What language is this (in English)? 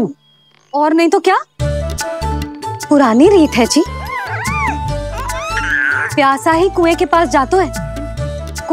Hindi